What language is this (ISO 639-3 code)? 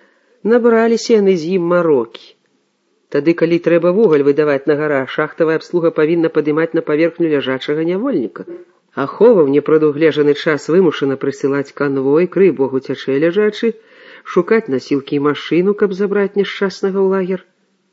bel